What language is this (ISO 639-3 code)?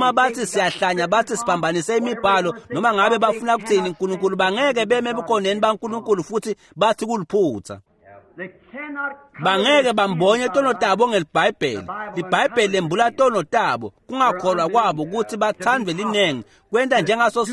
ssw